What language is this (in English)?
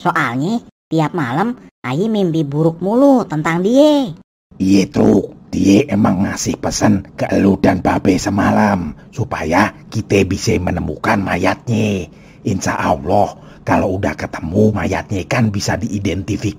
Betawi